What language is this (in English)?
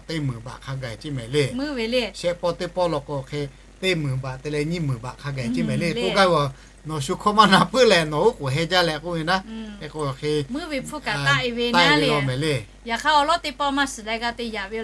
Lahu